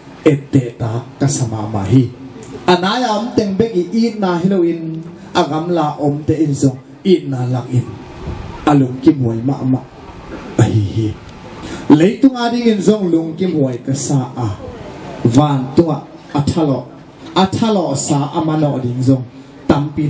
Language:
Tedim Chin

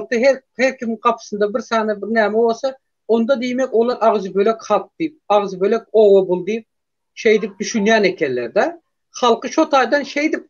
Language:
Turkmen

